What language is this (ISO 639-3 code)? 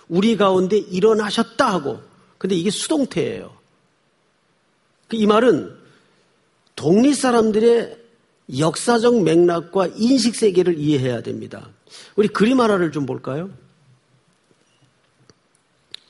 kor